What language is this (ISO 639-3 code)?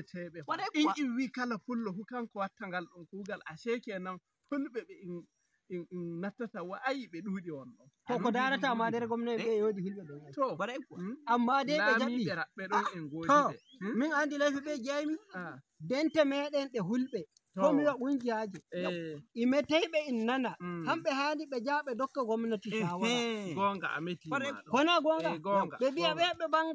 fuv